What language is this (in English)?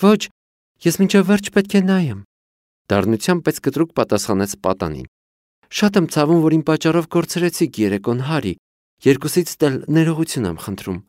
Armenian